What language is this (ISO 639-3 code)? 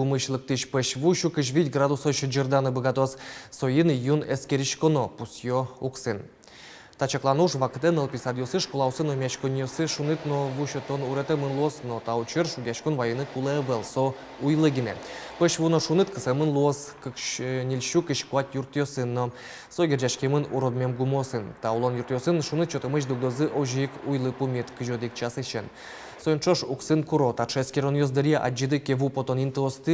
udm